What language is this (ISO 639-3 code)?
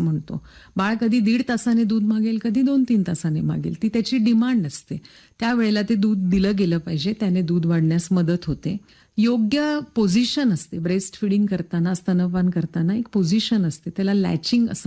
mar